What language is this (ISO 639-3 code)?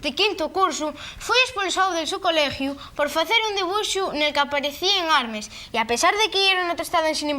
ast